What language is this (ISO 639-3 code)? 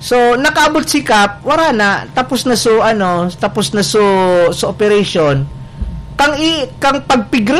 bik